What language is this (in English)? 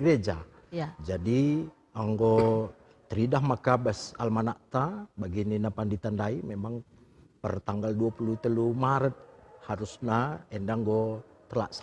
Batak Karo